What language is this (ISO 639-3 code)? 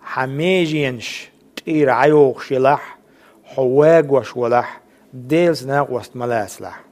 che